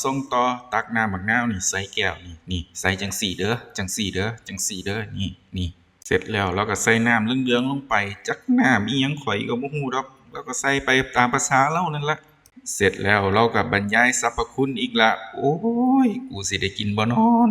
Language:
Northeastern Thai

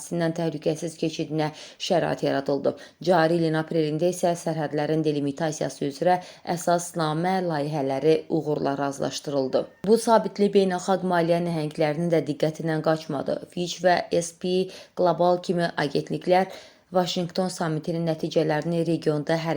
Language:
Azerbaijani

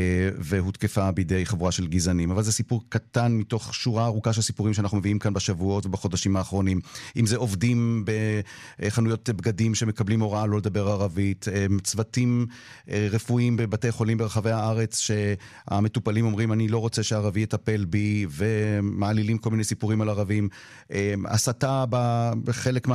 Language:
Hebrew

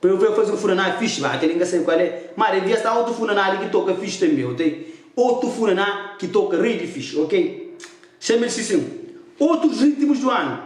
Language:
Kabuverdianu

